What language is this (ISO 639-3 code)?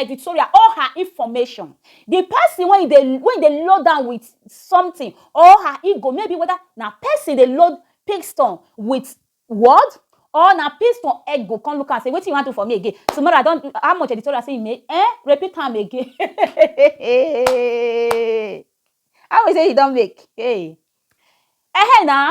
pcm